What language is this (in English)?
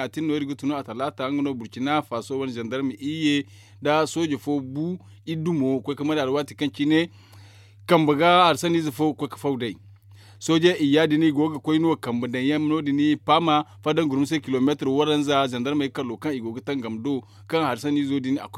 Zarma